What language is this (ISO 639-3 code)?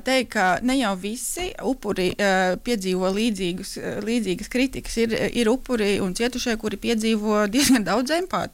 lav